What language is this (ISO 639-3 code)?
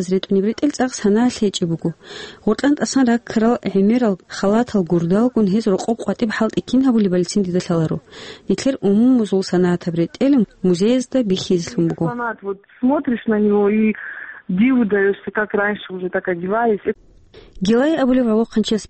ava